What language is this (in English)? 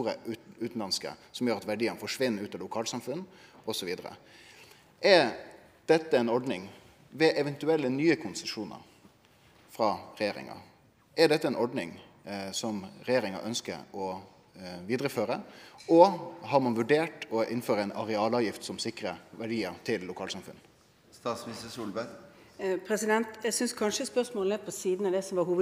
Norwegian